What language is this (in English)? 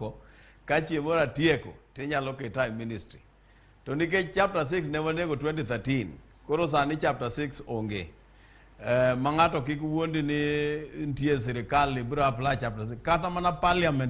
Luo (Kenya and Tanzania)